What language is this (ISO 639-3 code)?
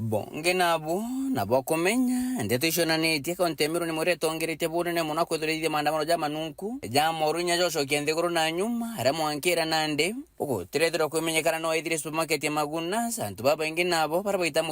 mer